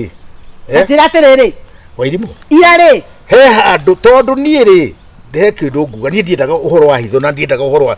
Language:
Kikuyu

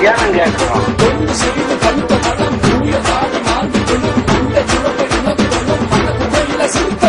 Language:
Tamil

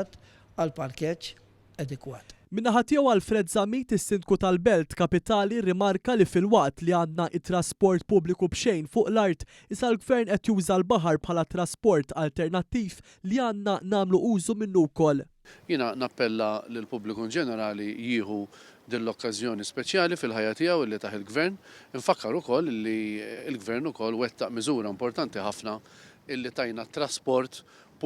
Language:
Maltese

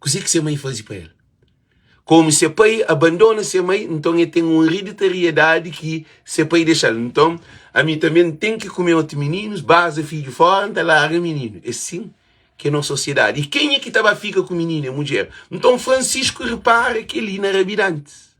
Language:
Kabuverdianu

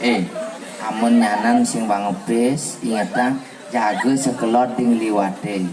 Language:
Balinese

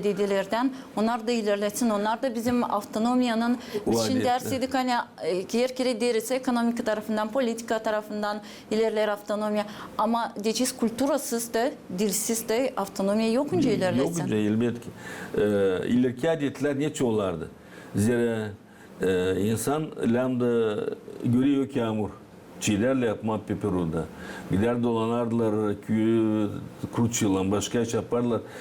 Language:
Gagauz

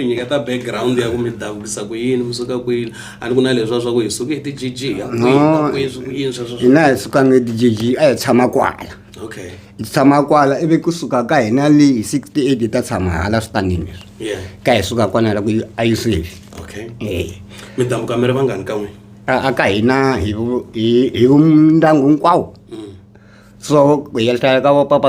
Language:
Tsonga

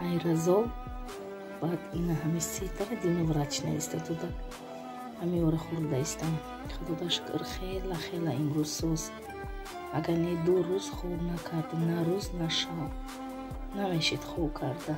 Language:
Tajik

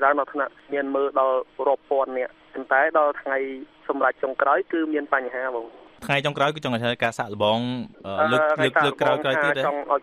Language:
Khmer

